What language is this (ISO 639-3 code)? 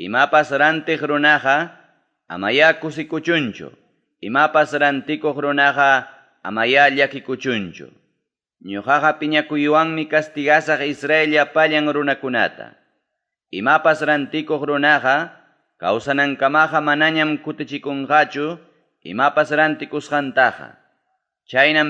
quy